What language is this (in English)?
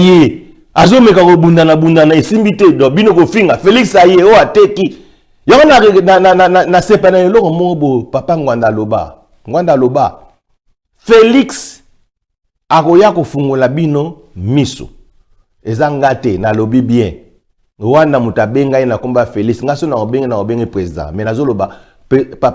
Lingala